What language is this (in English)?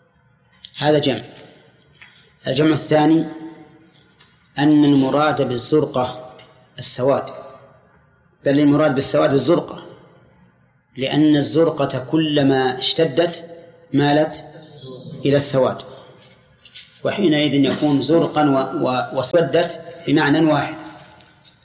Arabic